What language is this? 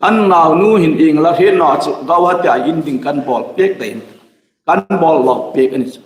Hmar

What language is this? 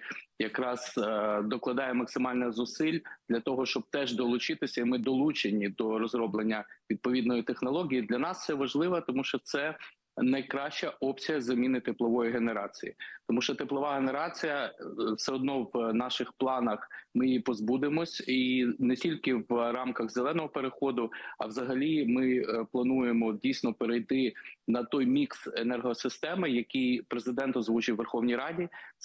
Ukrainian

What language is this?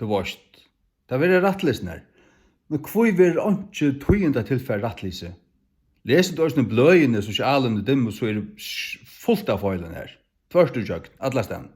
Faroese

